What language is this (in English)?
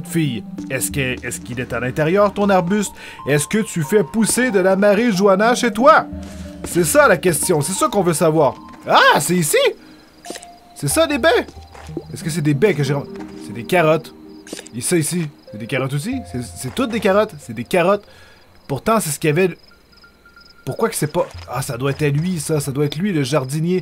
French